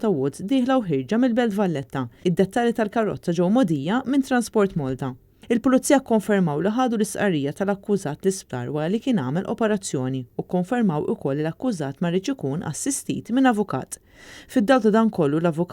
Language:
Maltese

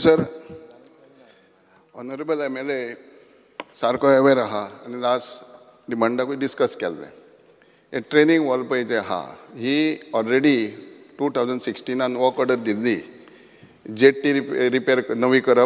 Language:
Konkani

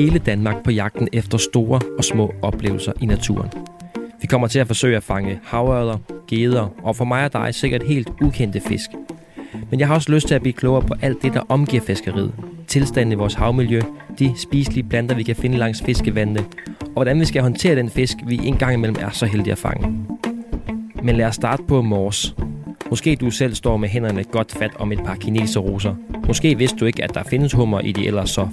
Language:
Danish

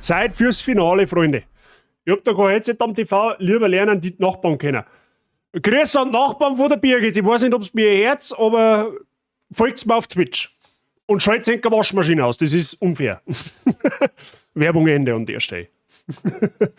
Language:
Bavarian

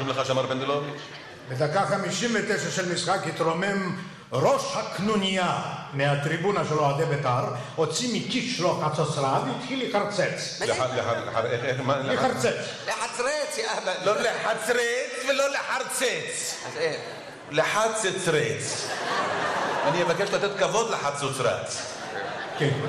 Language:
Hebrew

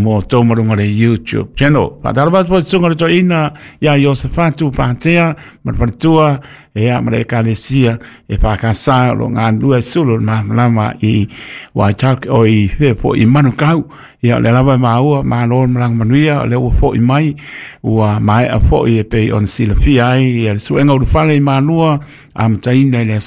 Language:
Samoan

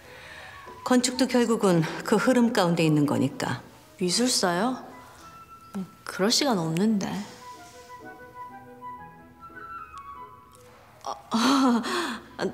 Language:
Korean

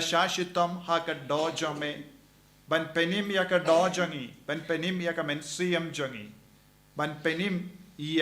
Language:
Khasi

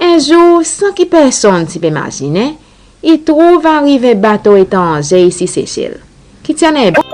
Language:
Seselwa Creole French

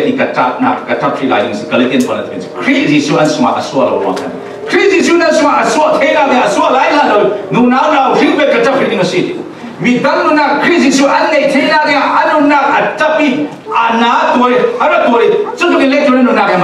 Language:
Falam Chin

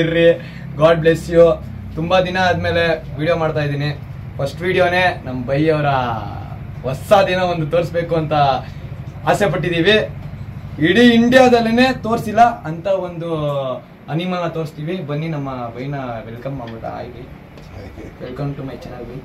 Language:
Kannada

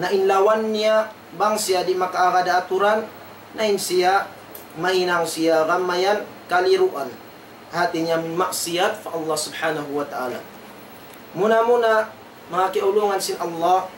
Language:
Tausug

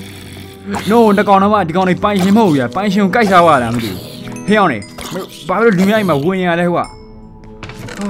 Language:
Burmese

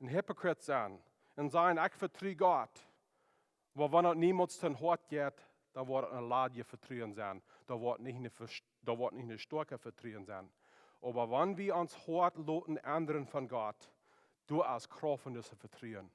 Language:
Plautdietsch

